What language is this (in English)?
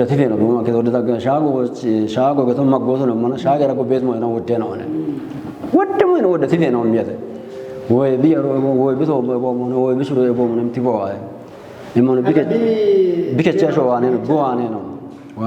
Kafa